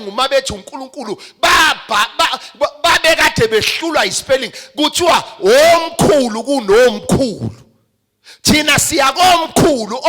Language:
Zulu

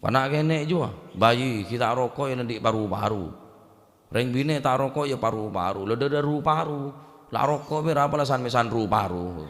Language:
Madurese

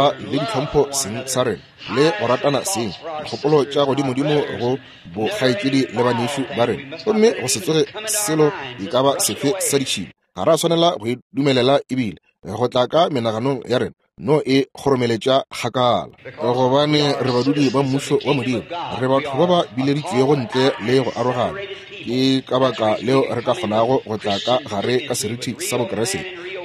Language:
Northern Sotho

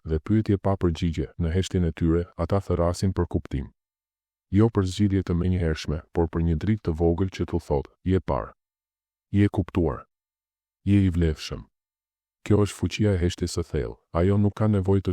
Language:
Albanian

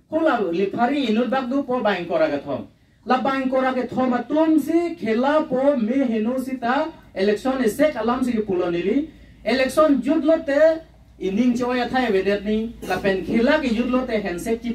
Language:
Karbi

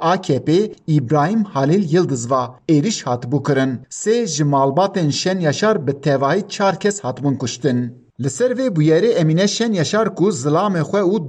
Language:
Kurdish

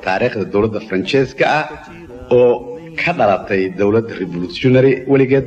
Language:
Somali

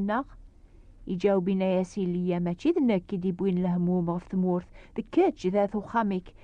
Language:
Kabyle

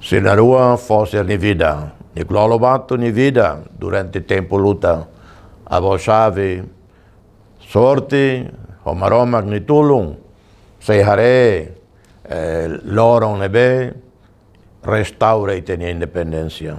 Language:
Tetum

